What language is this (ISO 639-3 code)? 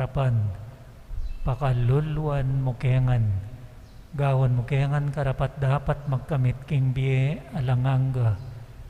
pam